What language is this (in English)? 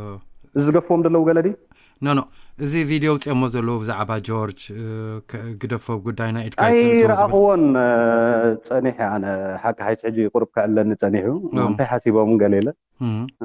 Tigrinya